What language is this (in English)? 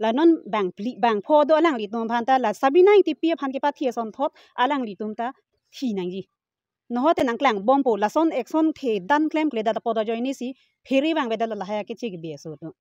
Karbi